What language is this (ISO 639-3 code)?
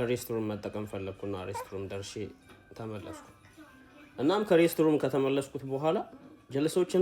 amh